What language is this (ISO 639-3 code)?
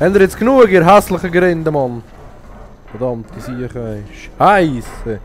gsw